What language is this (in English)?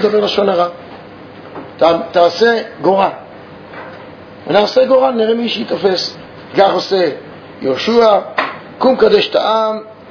Hebrew